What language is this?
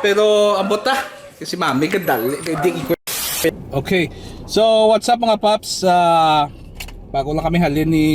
Hiligaynon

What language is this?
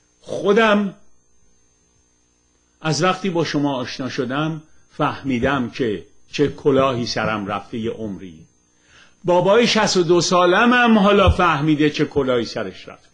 Persian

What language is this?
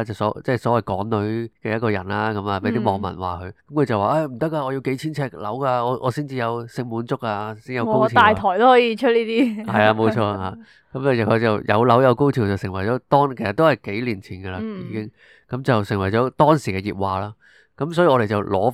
Cantonese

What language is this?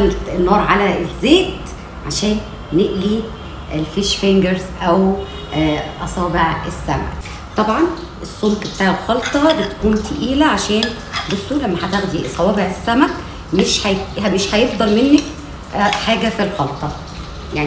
Egyptian Arabic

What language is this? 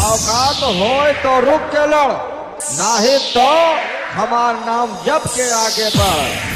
Chhattisgarhi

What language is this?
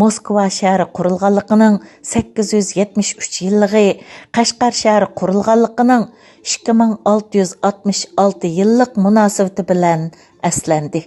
Uyghur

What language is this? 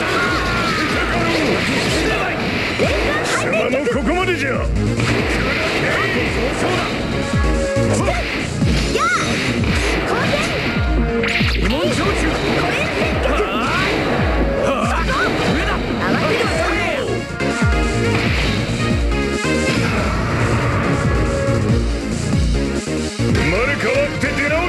Japanese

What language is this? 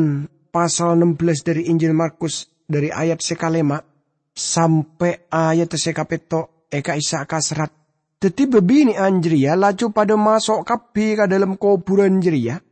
Madurese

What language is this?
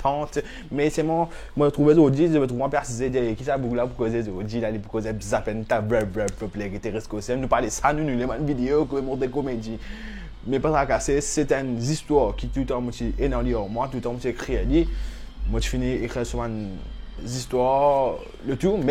Morisyen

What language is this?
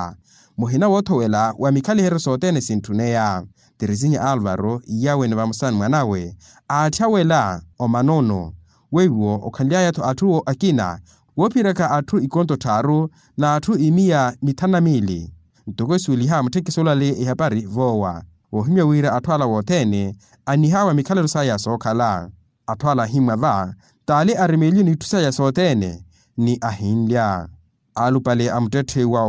Makhuwa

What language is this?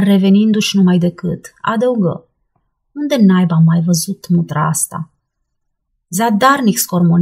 Romanian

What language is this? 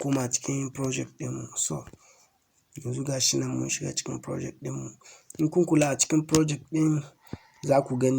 Hausa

